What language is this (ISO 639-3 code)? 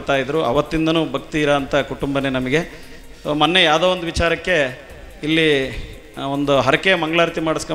kan